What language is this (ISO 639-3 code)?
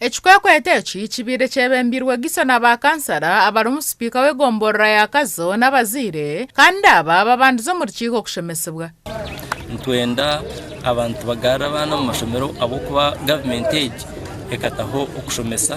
nyn